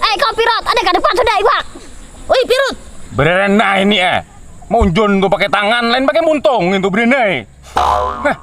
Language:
Banjar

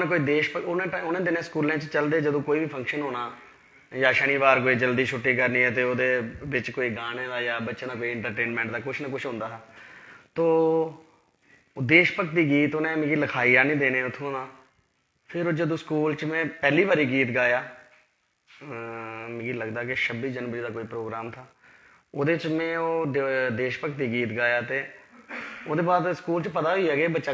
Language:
Dogri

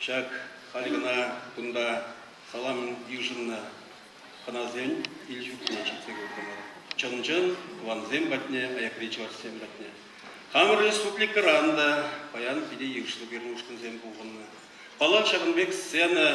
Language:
Chuvash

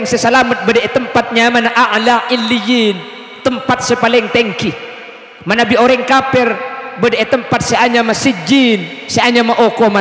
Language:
Madurese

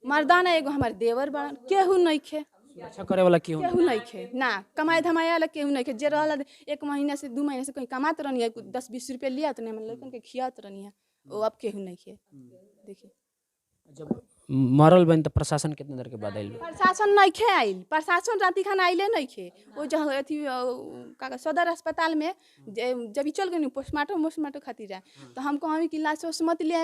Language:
Bhojpuri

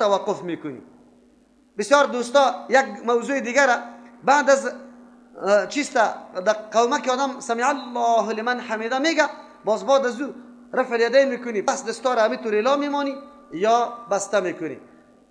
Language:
Persian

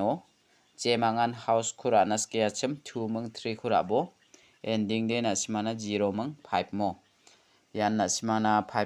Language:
Garo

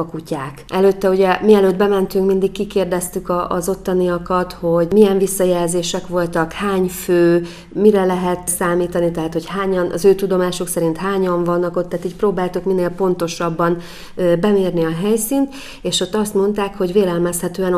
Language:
Hungarian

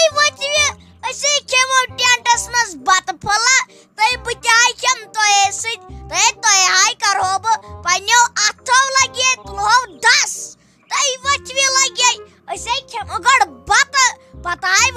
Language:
Kashmiri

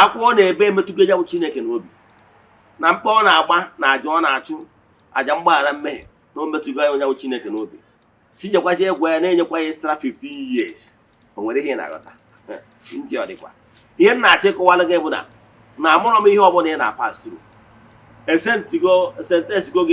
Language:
Igbo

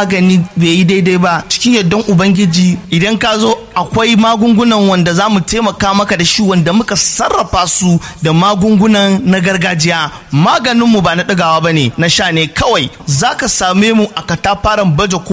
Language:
Hausa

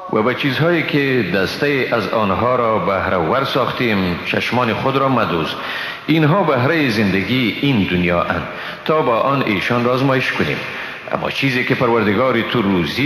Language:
Persian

